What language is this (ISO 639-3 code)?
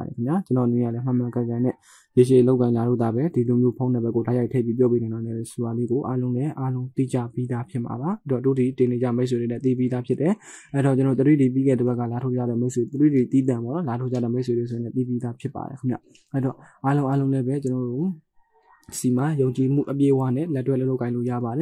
mya